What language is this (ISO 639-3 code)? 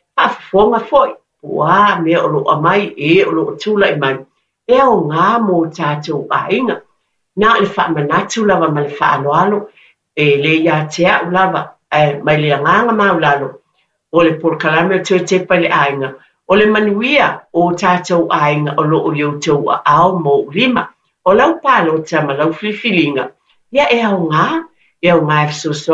smo